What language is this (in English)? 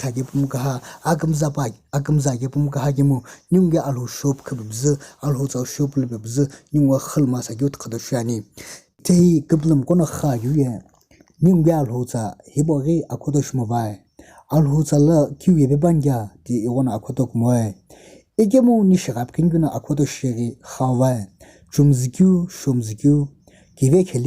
Sumi Naga